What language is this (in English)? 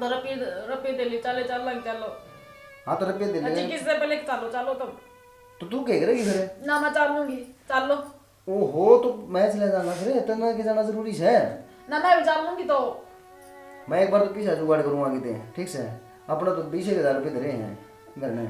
Haryanvi